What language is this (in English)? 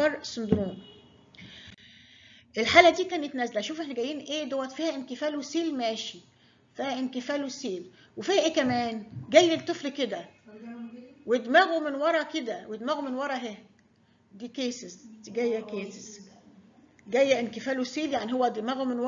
Egyptian Arabic